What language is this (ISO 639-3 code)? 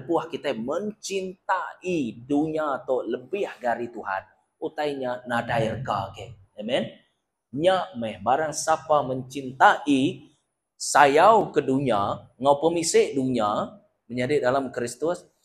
iba